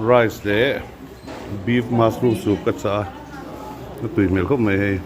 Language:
Mizo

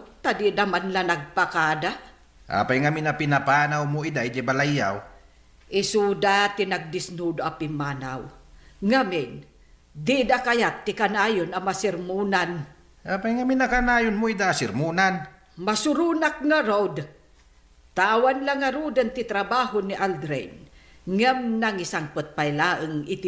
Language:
Iloko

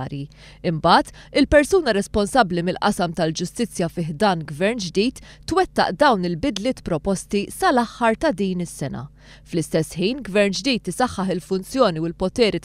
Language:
Maltese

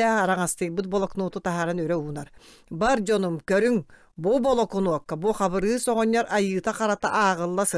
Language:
Yakut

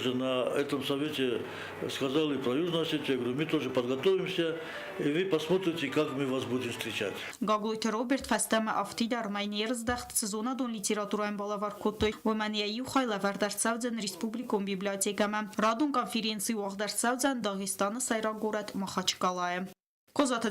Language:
Ossetic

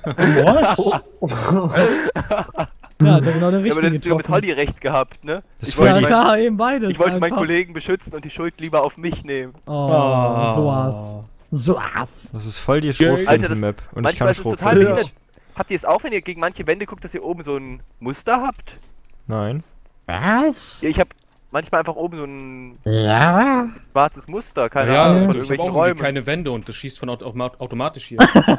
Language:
German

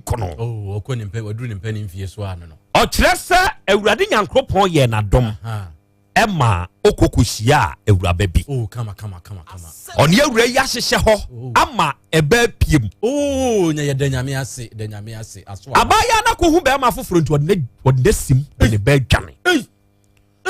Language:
Akan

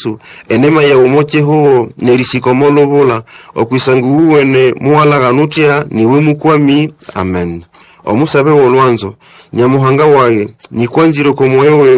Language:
Nande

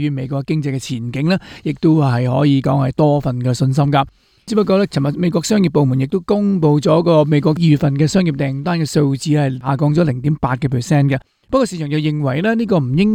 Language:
Cantonese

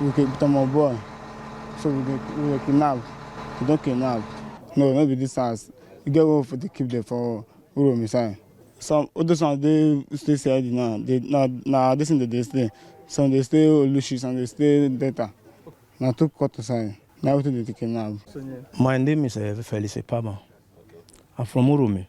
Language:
Nigerian Pidgin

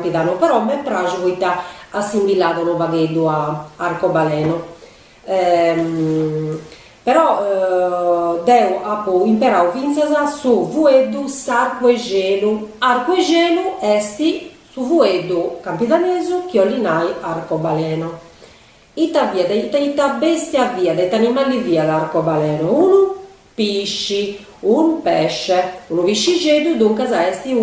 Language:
Sardinian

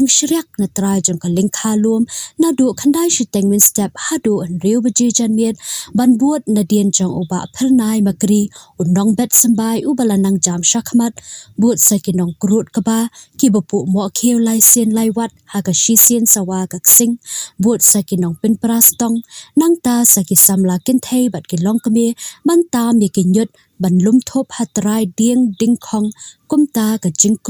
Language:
Khasi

